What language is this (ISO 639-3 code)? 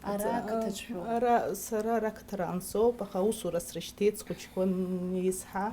abk